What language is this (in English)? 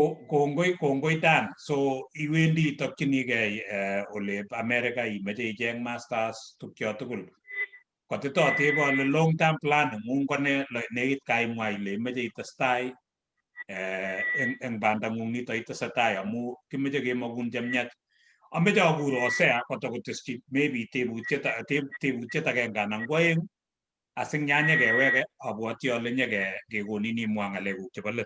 Kalenjin